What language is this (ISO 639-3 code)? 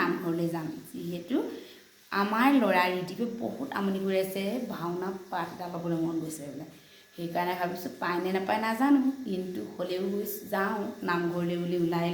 asm